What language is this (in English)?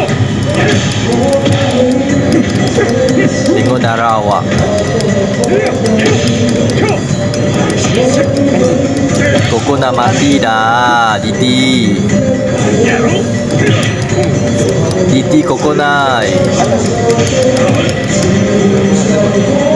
Malay